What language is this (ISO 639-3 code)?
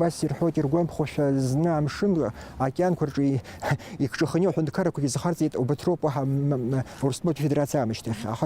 abk